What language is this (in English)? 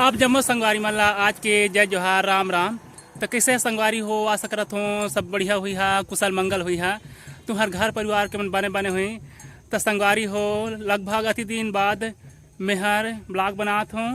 Chhattisgarhi